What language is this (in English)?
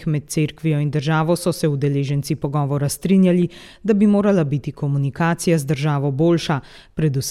Slovenian